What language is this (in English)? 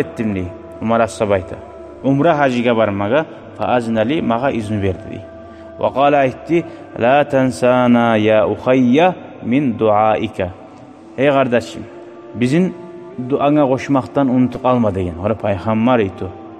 Kumyk